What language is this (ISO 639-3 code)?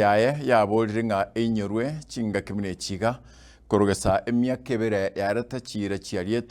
guz